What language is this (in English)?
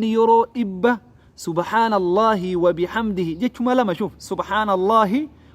Oromo